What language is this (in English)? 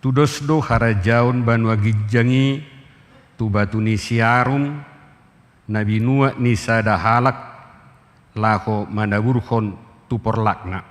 Batak Toba